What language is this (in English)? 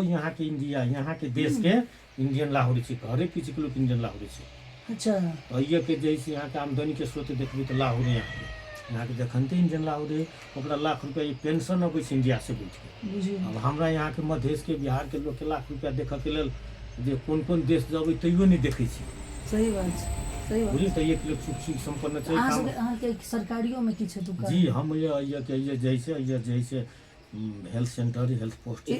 Maithili